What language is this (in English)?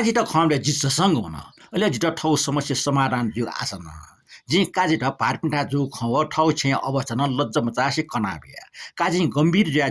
Newari